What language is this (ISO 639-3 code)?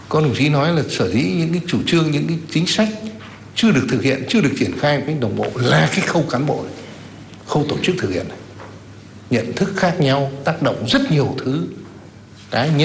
vie